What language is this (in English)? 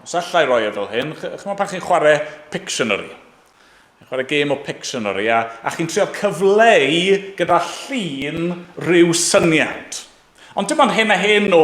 Welsh